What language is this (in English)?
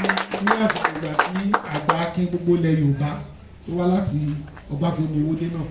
Yoruba